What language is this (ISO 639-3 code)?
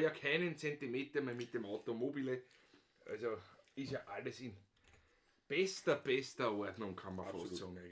bar